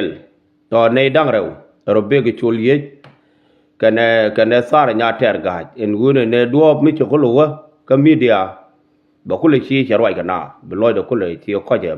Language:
Nuer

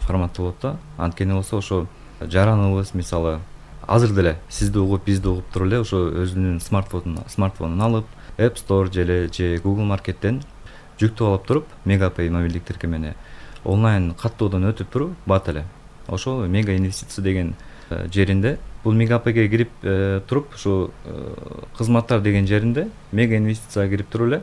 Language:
Kyrgyz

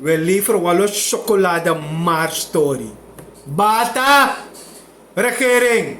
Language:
Sranan Tongo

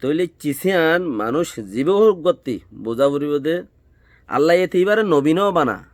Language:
Rohingya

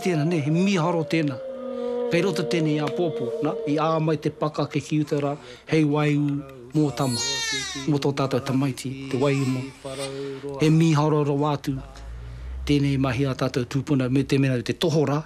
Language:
Māori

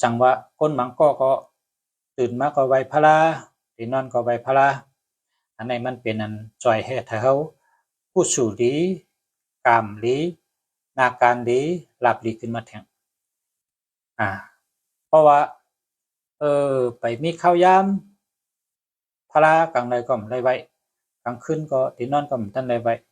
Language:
Shan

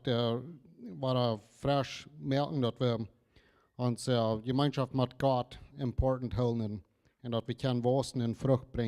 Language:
Plautdietsch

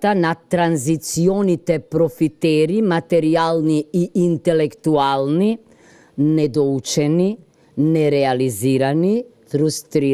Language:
Macedonian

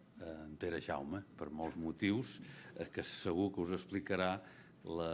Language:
Catalan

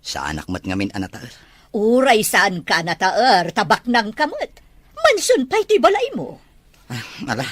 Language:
Iloko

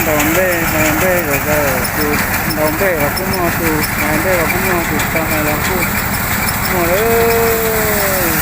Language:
Hmong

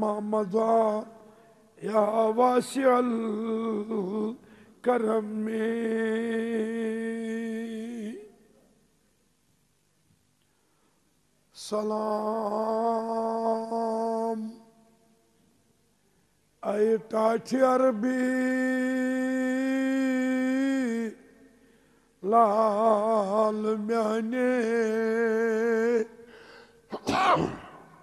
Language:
Kashmiri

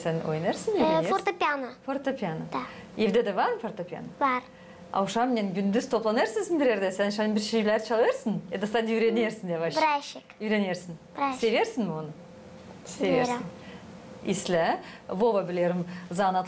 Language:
Gagauz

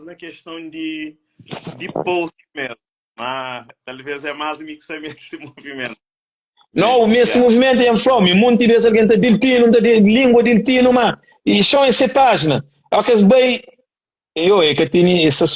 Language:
Kabuverdianu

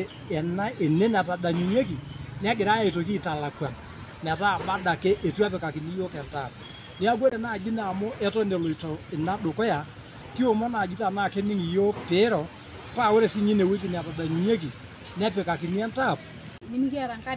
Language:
Masai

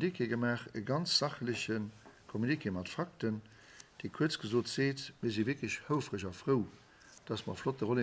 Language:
Luxembourgish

